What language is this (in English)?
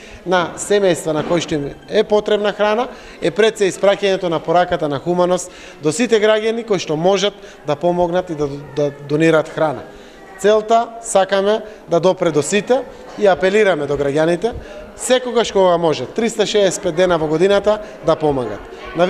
Macedonian